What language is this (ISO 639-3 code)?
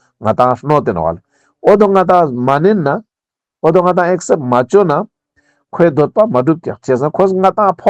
lbj